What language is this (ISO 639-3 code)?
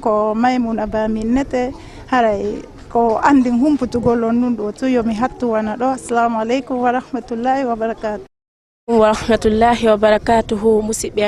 ful